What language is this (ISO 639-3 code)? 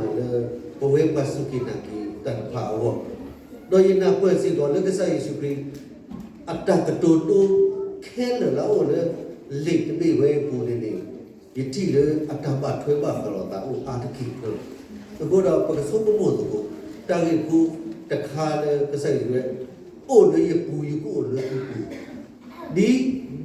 ksw